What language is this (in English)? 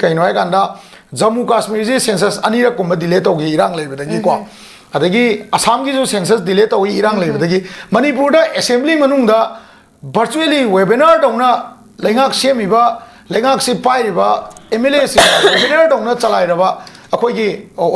Manipuri